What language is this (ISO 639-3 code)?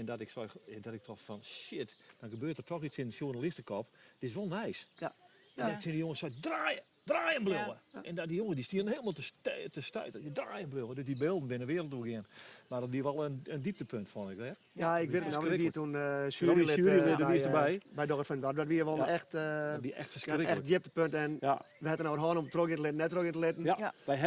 fry